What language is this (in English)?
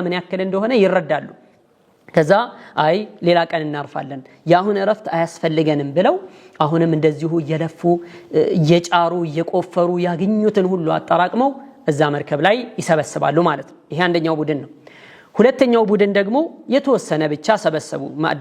Amharic